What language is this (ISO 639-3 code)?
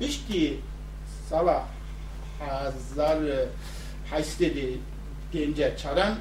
kur